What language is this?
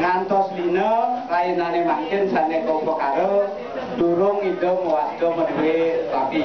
Balinese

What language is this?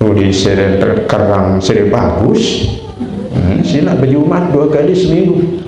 Sasak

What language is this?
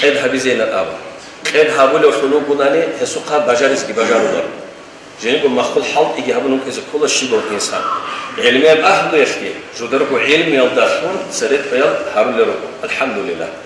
Avaric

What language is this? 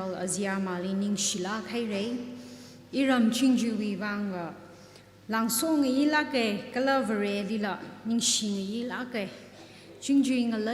Tangkhul Naga (India)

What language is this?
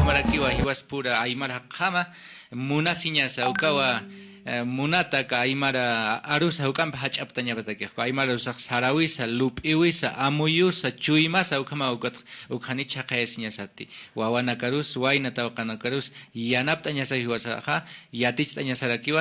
Aymara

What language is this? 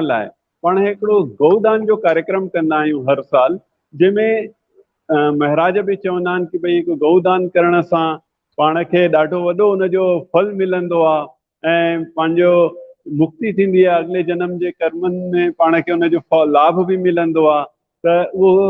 Sindhi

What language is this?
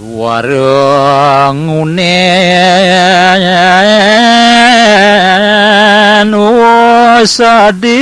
Balinese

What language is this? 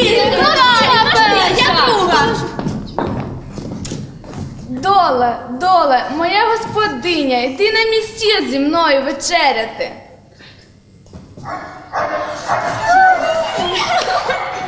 Ukrainian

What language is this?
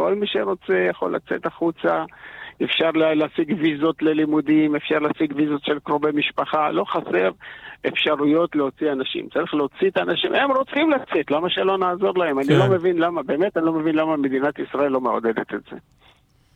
Hebrew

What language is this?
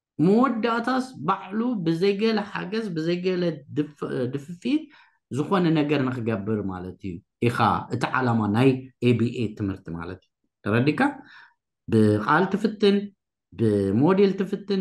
Tigrinya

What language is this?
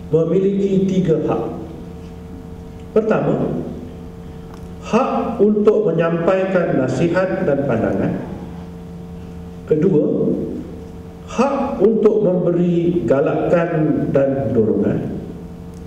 Malay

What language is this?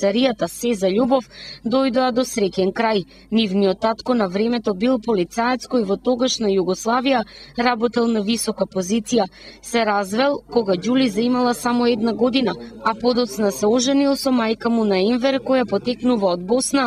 Macedonian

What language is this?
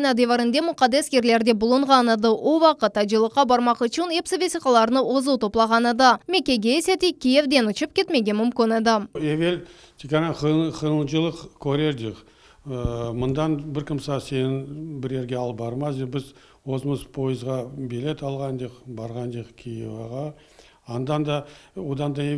Crimean Tatar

